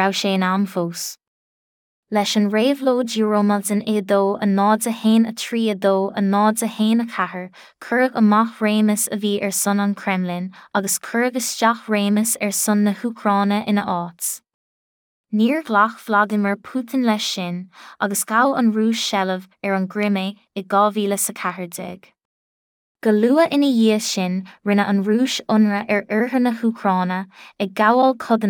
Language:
Irish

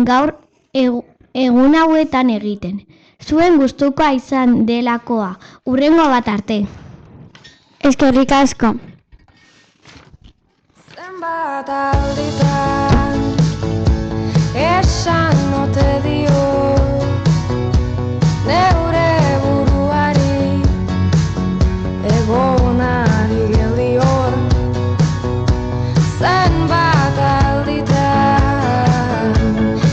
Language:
Basque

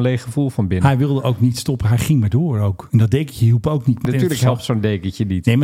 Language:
Dutch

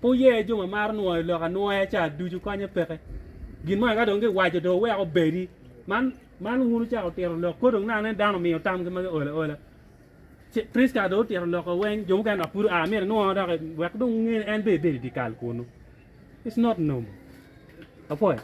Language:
Acoli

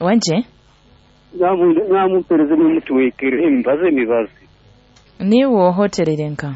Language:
Nyoro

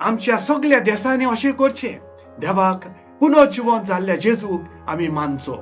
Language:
Konkani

